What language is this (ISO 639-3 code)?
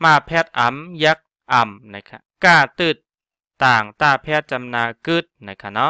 shn